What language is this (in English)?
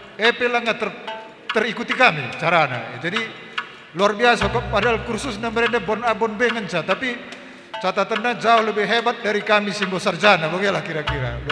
Batak Karo